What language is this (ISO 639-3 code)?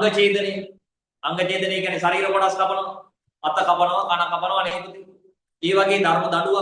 sin